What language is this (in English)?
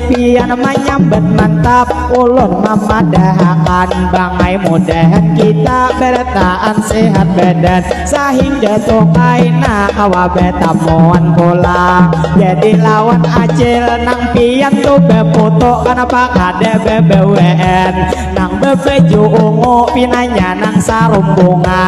Banjar